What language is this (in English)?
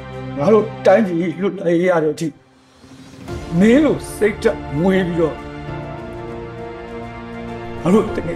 Burmese